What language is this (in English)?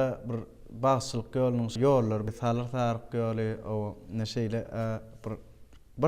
Turkmen